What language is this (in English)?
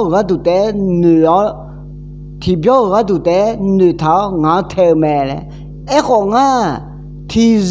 Akha